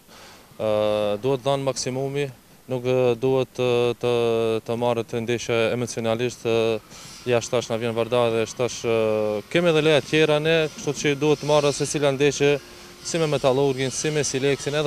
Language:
Albanian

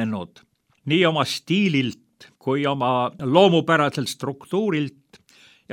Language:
Estonian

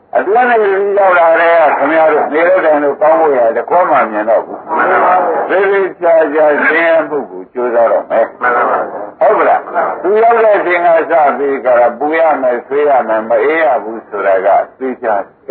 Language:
Burmese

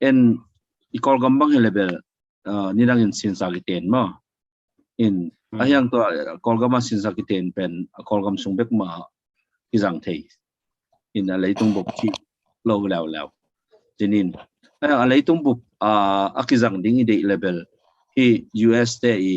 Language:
Tedim Chin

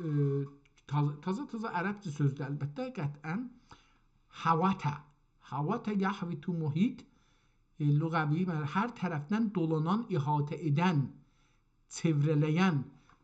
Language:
South Azerbaijani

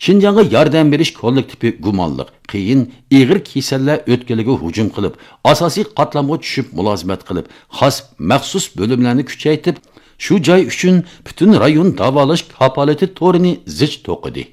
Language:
Uyghur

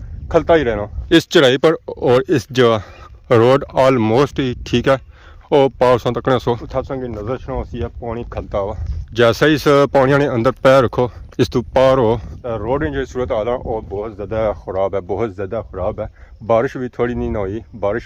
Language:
Pahari-Potwari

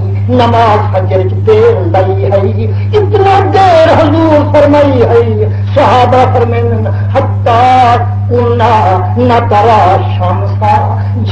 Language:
Saraiki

